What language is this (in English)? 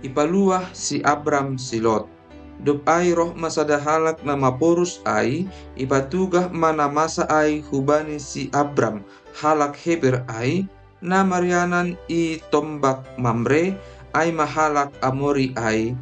Batak Simalungun